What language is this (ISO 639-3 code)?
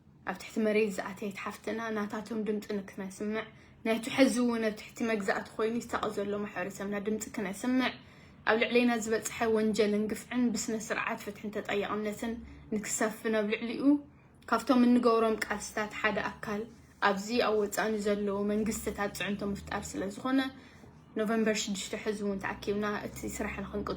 tir